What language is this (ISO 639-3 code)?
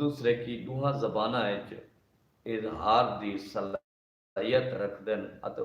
skr